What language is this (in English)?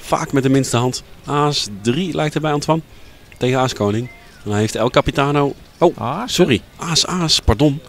Dutch